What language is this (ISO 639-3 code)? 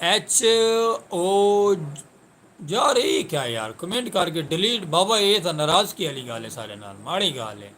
skr